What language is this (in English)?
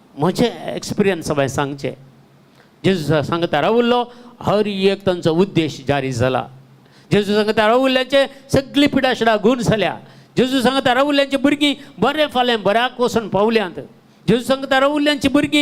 Konkani